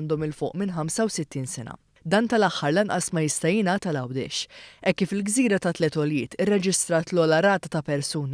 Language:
Maltese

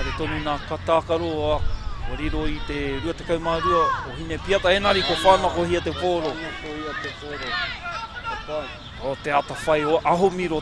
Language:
Māori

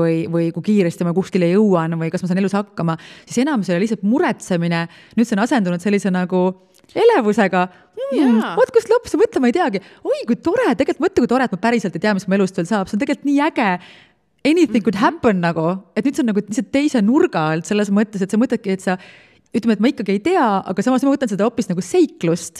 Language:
Estonian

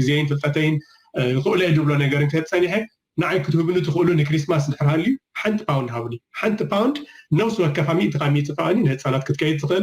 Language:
Tigrinya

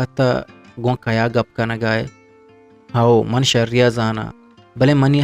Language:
Eastern Balochi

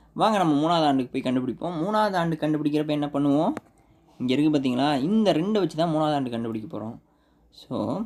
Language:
Tamil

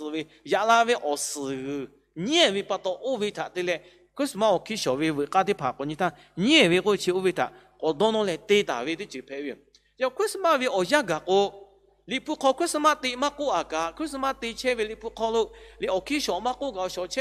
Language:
Lahu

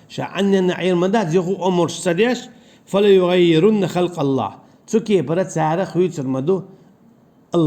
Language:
Chechen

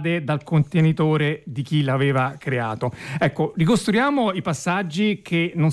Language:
Italian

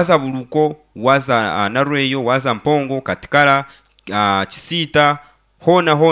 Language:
Nyankole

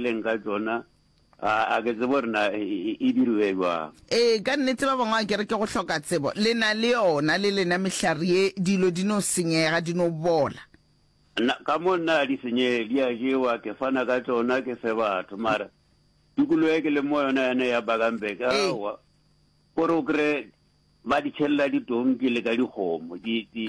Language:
Northern Sotho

